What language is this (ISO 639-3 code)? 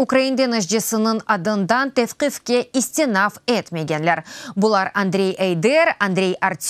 crh